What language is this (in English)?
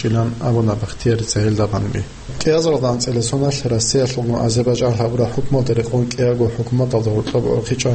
Avaric